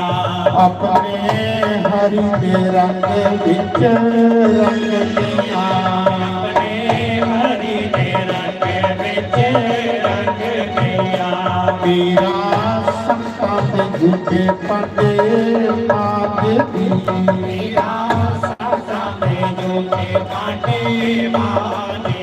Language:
Dogri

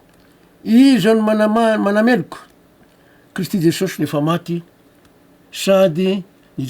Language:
Malagasy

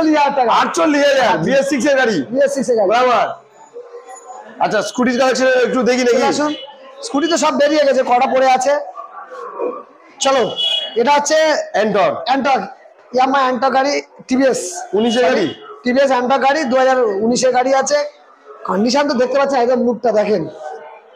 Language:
Bangla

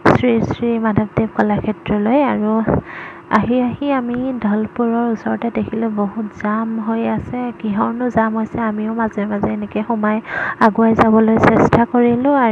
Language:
Assamese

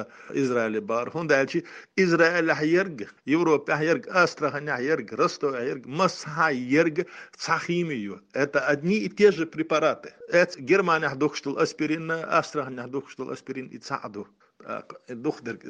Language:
Chechen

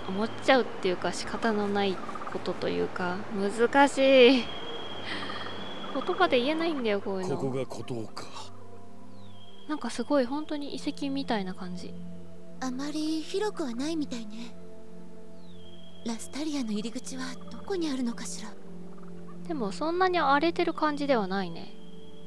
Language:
Japanese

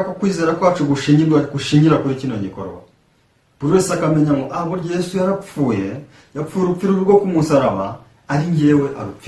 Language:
Kinyarwanda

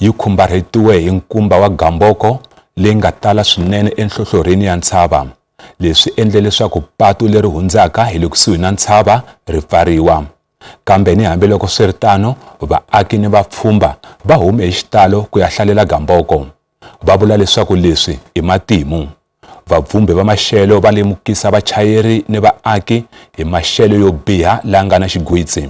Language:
Tsonga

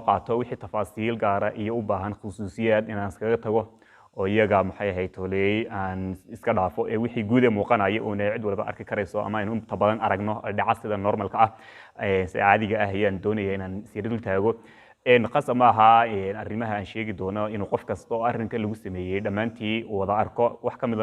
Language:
Somali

